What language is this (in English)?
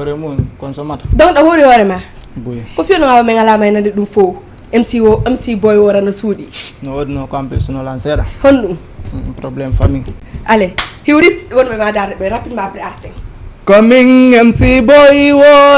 Fula